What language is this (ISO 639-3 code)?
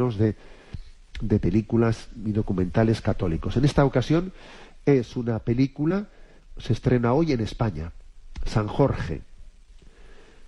spa